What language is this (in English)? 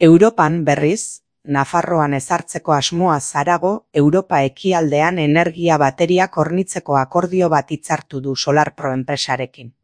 Basque